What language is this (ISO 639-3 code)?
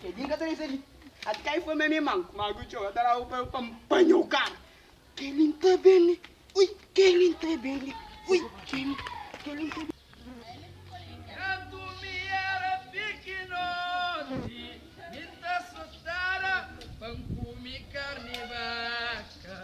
kea